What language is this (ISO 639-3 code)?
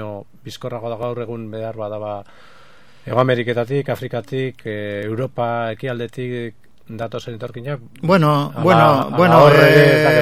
eus